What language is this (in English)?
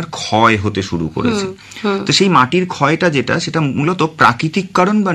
Bangla